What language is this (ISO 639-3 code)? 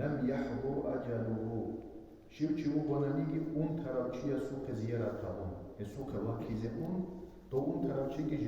ava